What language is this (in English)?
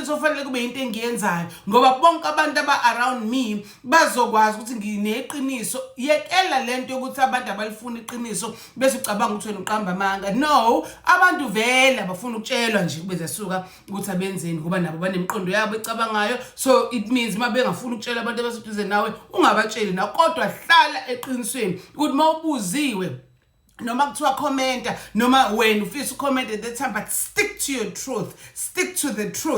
Zulu